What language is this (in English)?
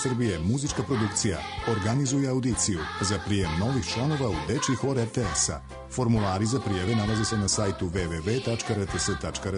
Serbian